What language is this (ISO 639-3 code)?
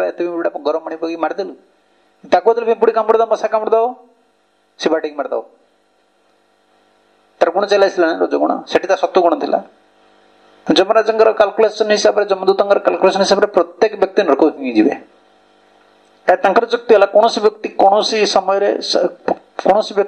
ori